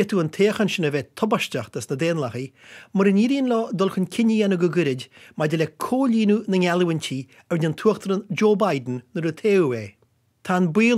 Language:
Irish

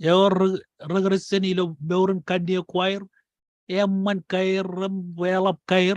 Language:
Marshallese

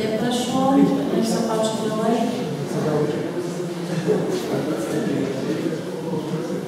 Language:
Slovak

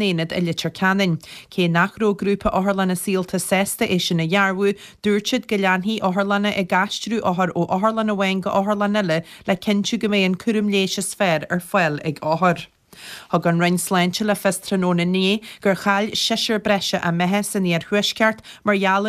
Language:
Irish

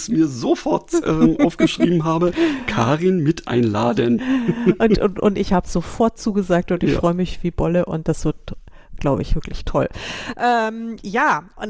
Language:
German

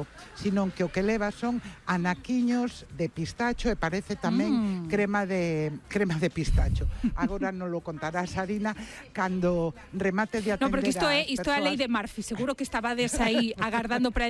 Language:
Galician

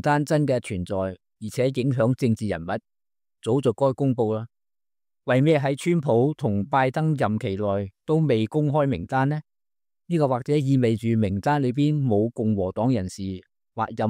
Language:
Cantonese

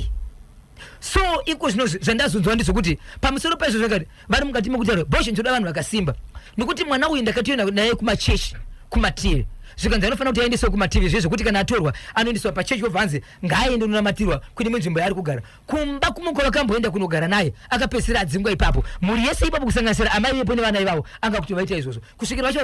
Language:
Shona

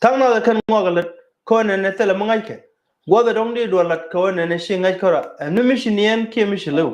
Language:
Nuer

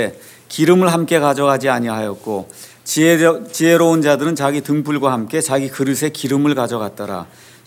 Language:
Korean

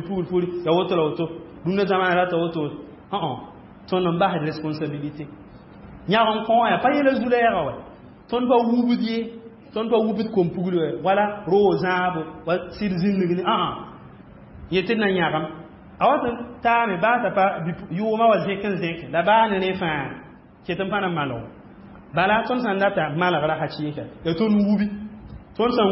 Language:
Mossi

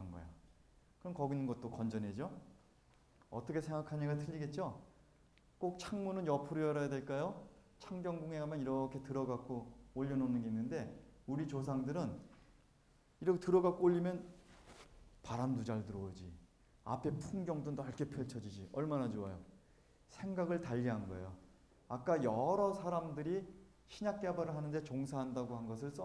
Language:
Korean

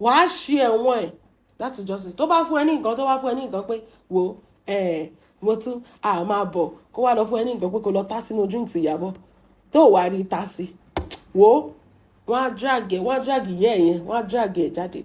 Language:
Yoruba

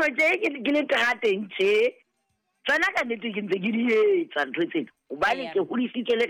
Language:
Southern Sotho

